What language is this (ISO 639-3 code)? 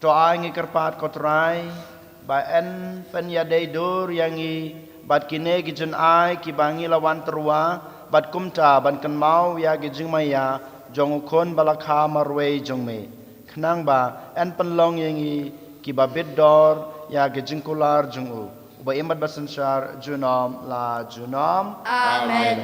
kha